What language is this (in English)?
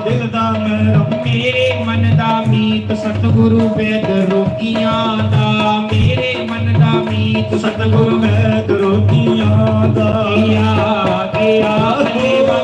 Dogri